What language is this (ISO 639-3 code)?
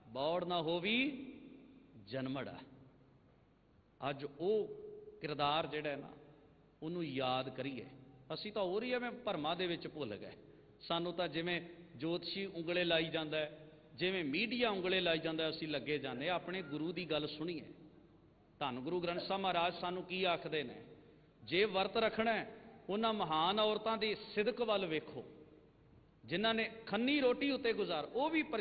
pan